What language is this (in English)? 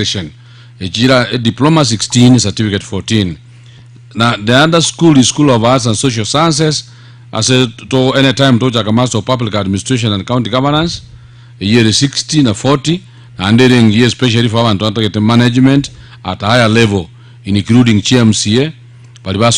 Gusii